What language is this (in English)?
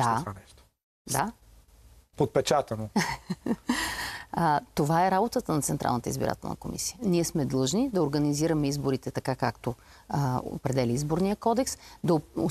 Bulgarian